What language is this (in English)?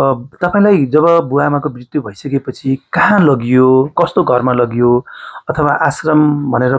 Nepali